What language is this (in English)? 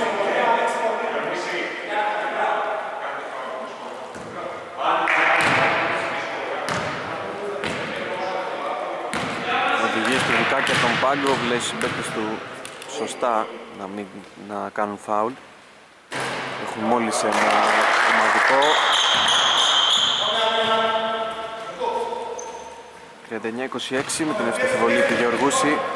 Greek